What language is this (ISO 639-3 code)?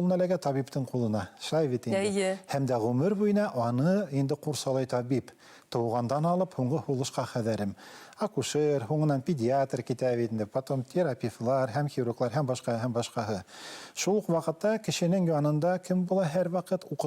bak